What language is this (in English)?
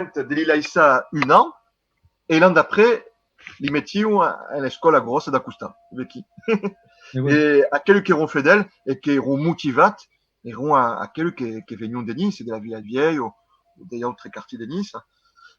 Occitan